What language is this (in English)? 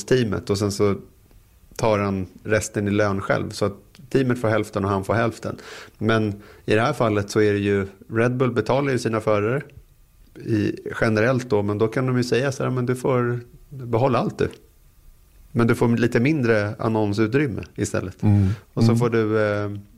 Swedish